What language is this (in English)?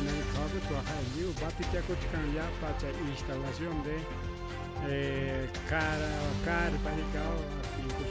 Ayacucho Quechua